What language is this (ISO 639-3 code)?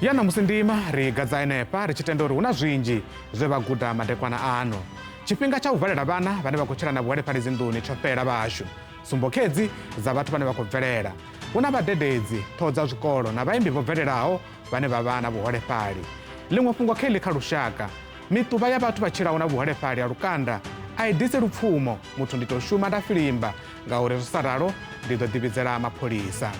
ven